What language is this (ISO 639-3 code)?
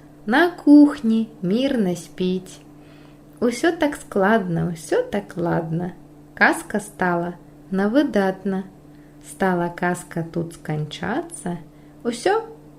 bel